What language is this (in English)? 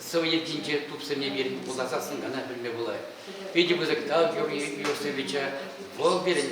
Chuvash